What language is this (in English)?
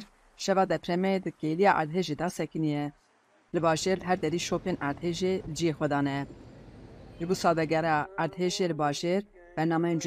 Kurdish